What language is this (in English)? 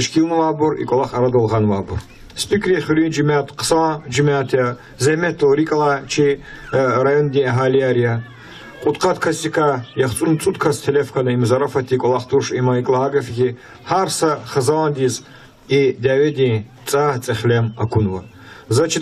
Lezghian